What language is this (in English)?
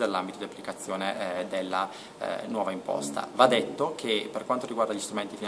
Italian